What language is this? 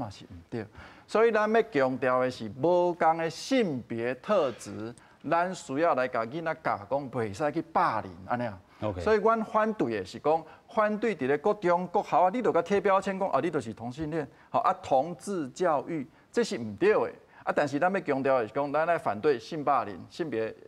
Min Nan Chinese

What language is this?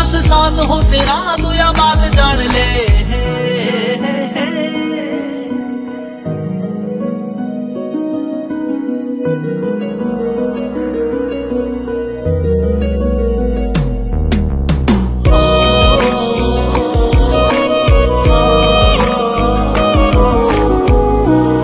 Hindi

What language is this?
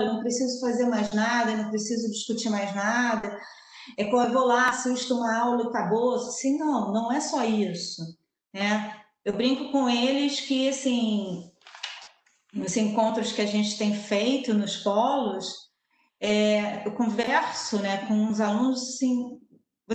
Portuguese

